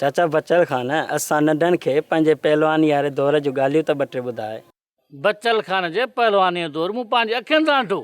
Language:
Sindhi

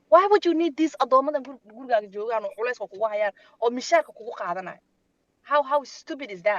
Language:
Somali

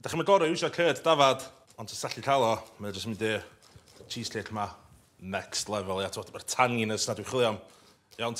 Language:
Welsh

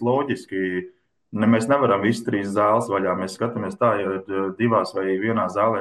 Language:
Latvian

